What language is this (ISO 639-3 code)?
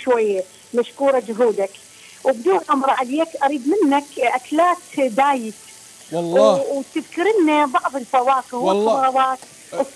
acm